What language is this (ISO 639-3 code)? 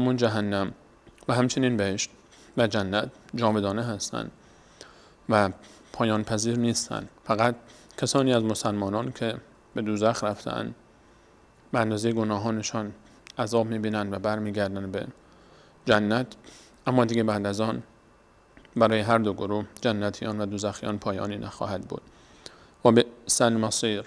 fas